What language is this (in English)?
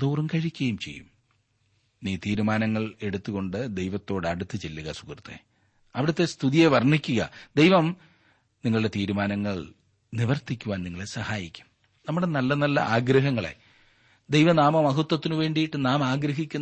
Malayalam